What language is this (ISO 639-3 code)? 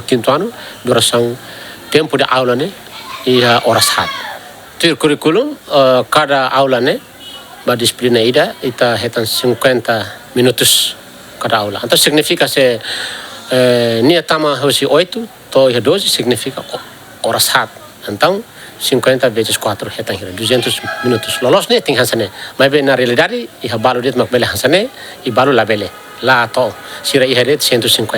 tet